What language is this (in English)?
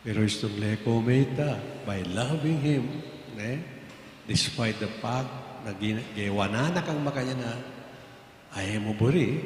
Pampanga